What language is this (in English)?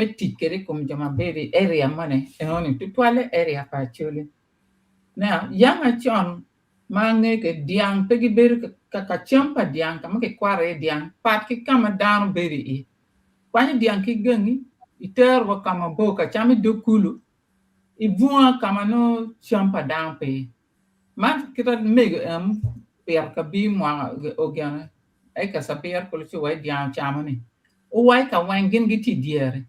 Acoli